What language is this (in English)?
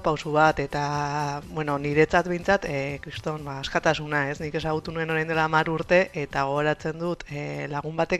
Basque